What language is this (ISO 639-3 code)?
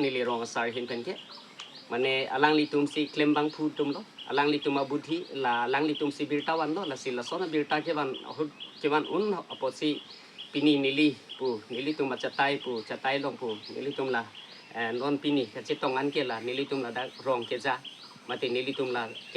mjw